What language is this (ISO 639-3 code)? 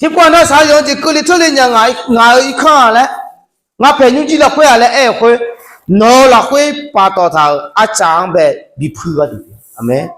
ahk